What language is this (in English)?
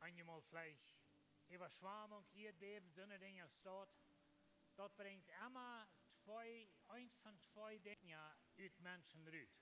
Plautdietsch